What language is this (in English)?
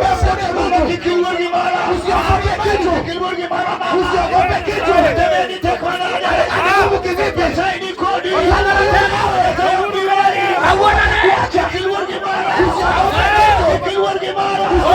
Luo (Kenya and Tanzania)